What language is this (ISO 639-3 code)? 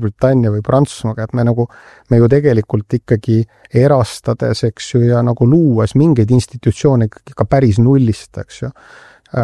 est